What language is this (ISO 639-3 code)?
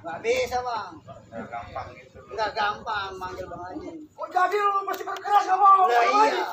bew